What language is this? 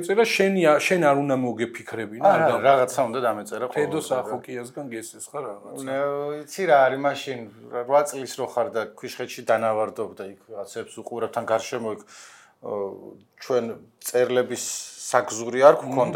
Georgian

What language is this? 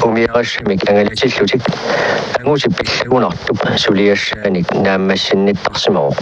Kalaallisut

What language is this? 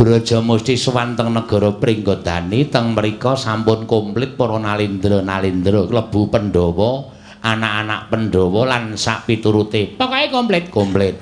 Javanese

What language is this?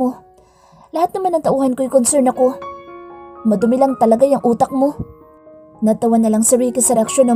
Filipino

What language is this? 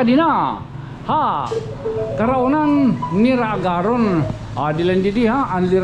Waray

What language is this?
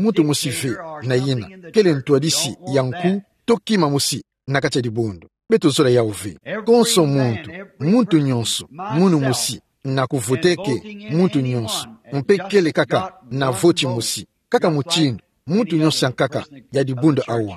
Kituba (Democratic Republic of Congo)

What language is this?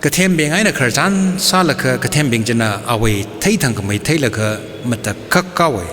Tangkhul Naga (India)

